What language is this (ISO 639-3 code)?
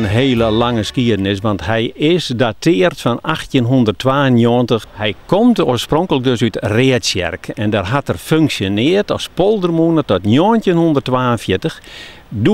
fry